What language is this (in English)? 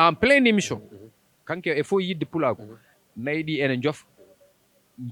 Fula